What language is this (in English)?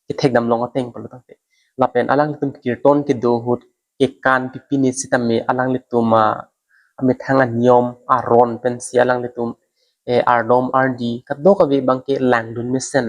Karbi